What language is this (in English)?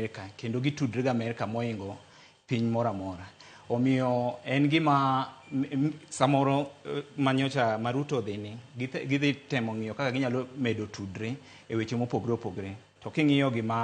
Luo (Kenya and Tanzania)